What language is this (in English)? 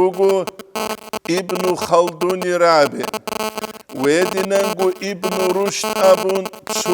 Avaric